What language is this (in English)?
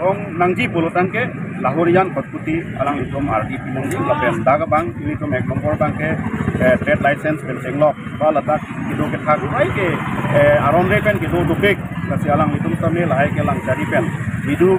Karbi